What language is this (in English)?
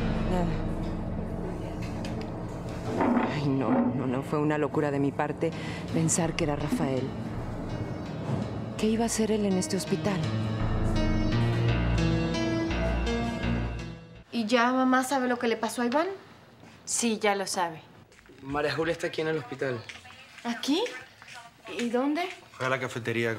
Spanish